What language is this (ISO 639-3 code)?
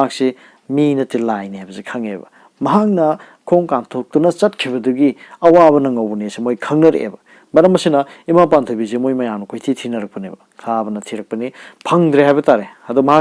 mni